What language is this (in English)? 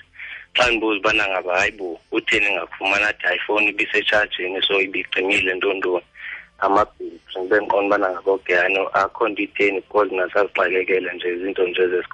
Xhosa